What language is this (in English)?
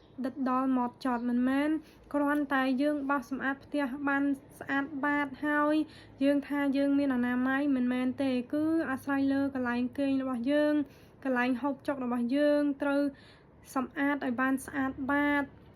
Khmer